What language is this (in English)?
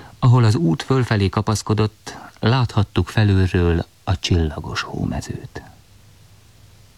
Hungarian